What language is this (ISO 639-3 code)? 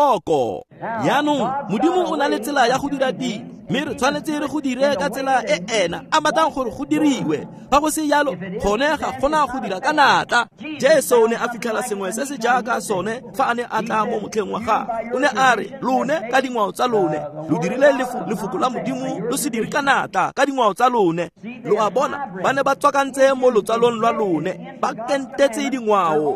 tsn